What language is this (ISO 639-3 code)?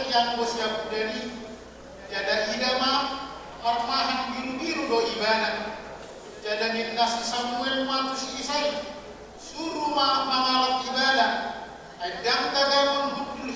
bbc